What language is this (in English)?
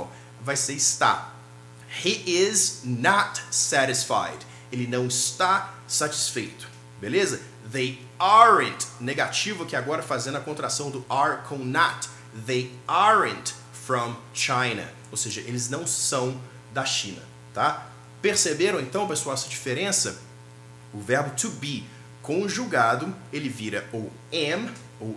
Portuguese